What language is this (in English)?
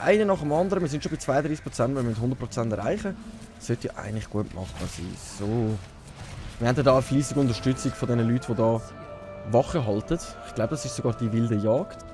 Swiss German